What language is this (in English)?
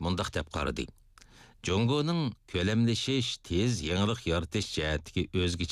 Uyghur